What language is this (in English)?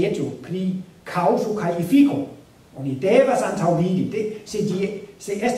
Esperanto